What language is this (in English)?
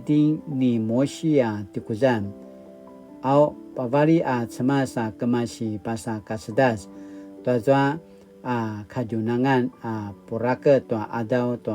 Paiwan